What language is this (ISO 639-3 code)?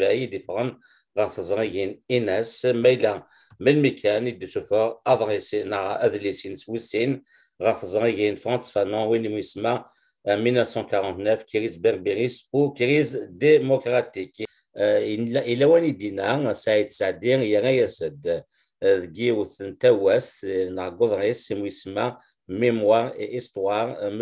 kab